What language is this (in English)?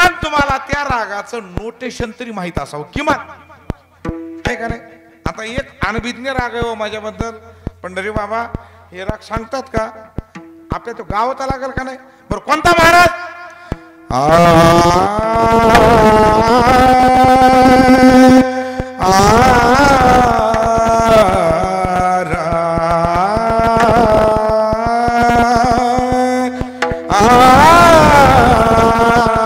Marathi